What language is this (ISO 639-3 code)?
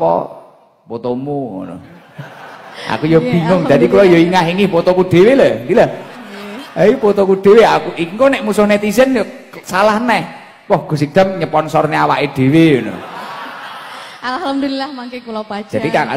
jav